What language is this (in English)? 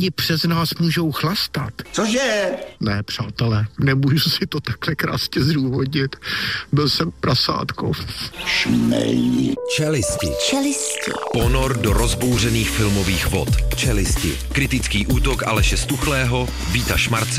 Czech